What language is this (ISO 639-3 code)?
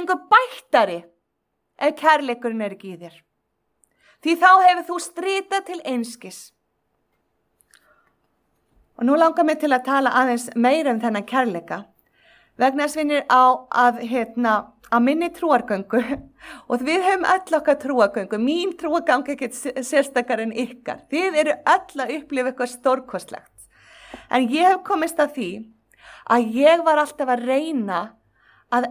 isl